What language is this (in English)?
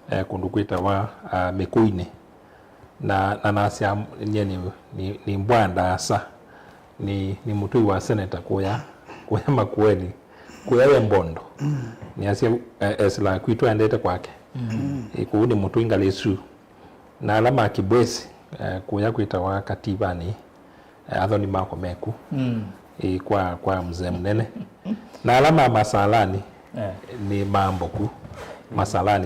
Kamba